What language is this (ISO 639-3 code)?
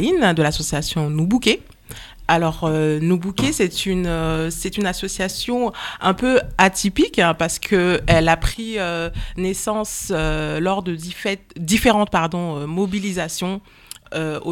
fra